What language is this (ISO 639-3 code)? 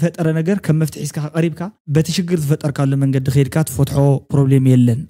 tir